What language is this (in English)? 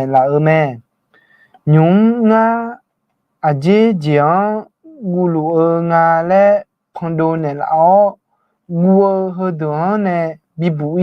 Akha